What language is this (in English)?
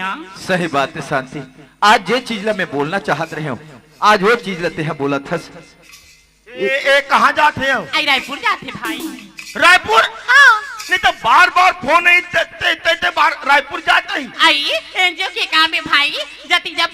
Chhattisgarhi